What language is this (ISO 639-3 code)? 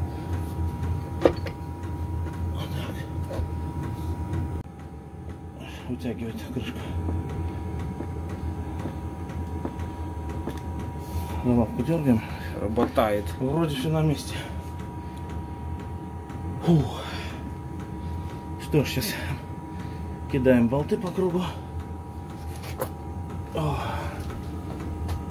rus